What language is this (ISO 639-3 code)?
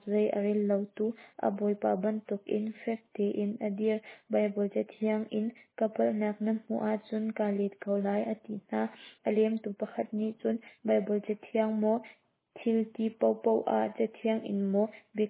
cnh